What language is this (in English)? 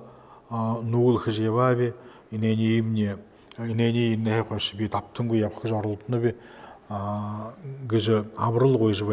Buriat